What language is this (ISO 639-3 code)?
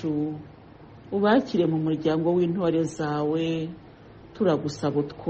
kin